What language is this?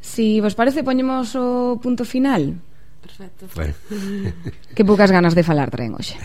Galician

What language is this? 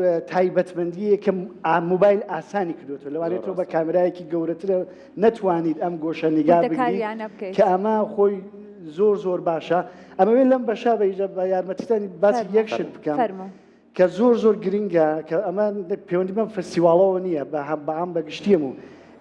Central Kurdish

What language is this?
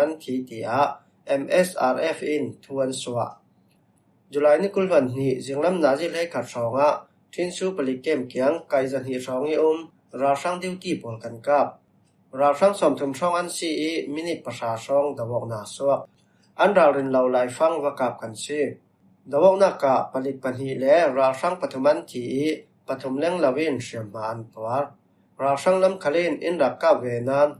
Falam Chin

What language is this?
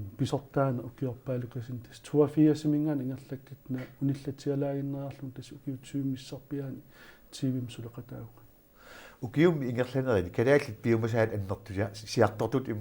Kalaallisut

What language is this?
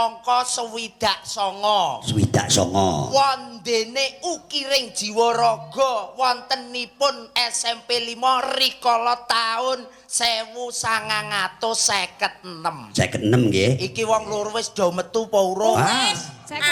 Javanese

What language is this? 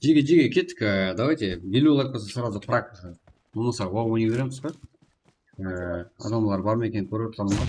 Kara-Kalpak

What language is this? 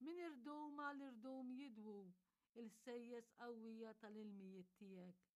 Maltese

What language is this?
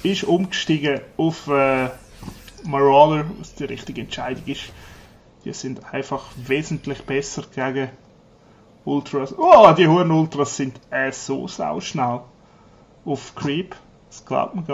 Swiss German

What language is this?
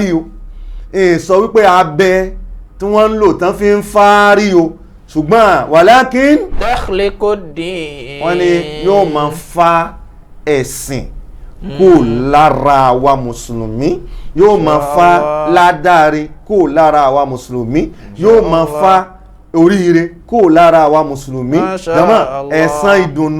Yoruba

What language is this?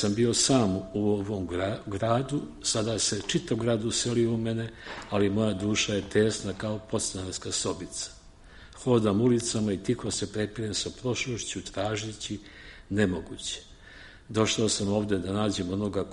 Serbian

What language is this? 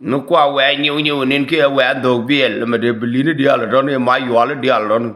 Nuer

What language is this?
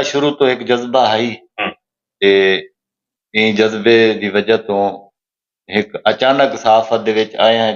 Saraiki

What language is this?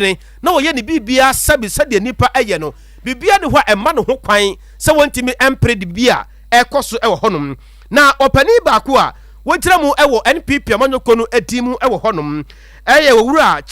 Akan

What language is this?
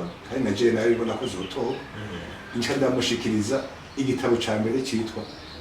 Rundi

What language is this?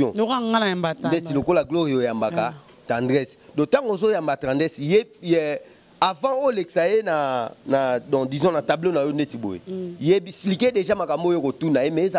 Lingala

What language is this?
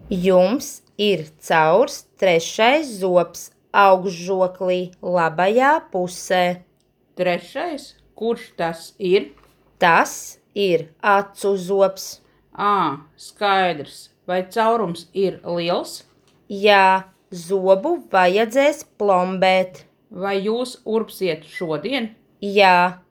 Latvian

